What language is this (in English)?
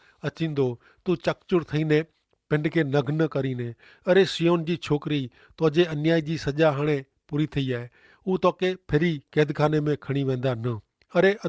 Kachhi